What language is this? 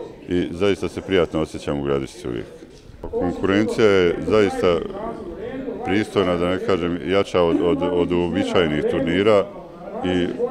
Bosnian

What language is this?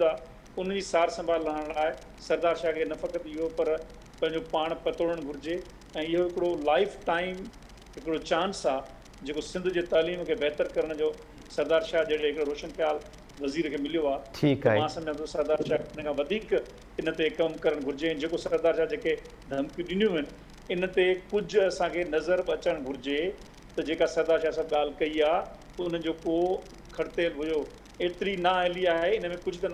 Sindhi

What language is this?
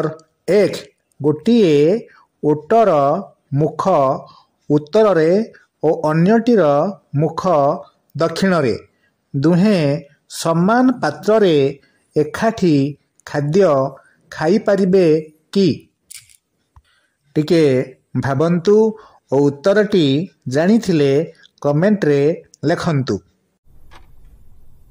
Odia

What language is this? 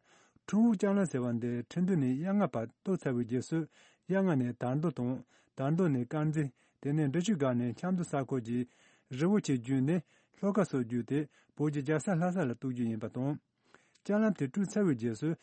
Tibetan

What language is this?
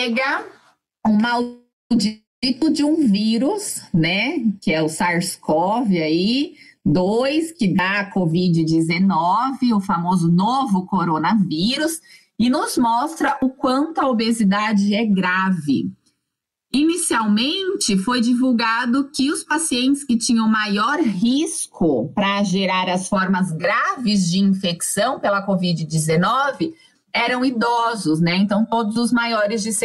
Portuguese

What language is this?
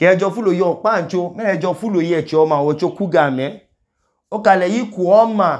Idoma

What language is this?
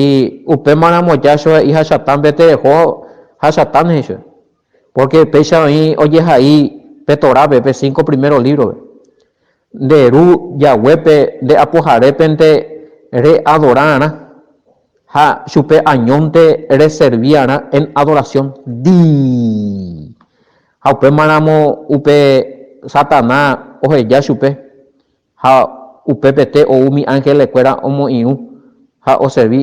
Guarani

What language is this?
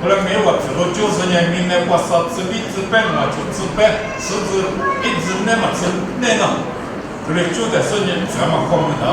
Lisu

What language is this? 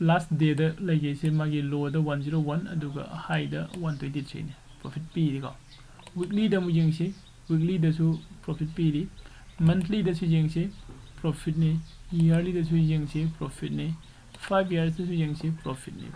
Manipuri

